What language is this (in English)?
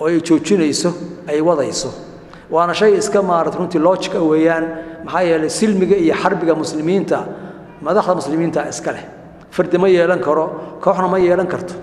Somali